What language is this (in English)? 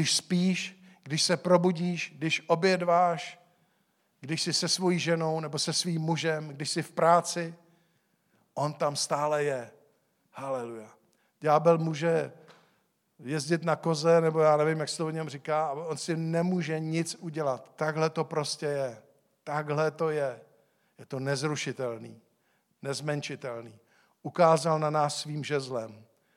Czech